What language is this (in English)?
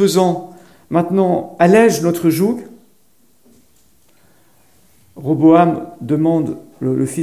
French